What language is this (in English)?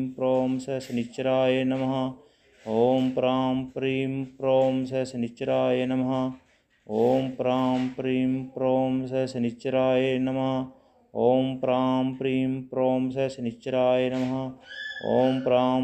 Sanskrit